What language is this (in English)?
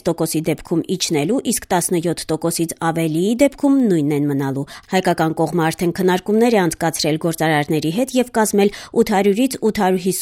Armenian